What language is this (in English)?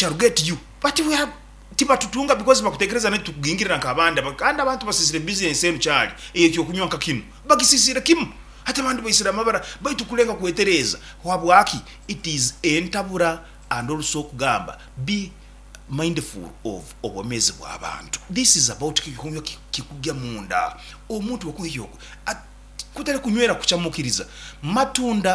Nyoro